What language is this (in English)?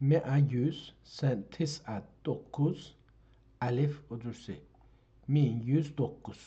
South Azerbaijani